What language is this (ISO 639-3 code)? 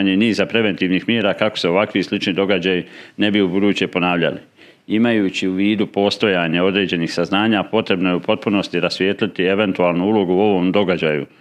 bos